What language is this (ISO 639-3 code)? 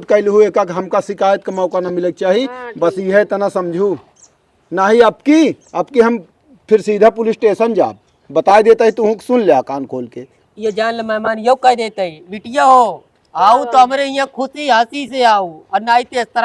awa